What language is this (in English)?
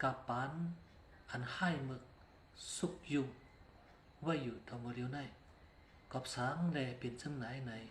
Shan